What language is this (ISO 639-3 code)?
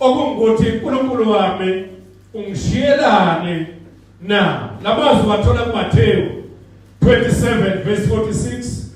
zul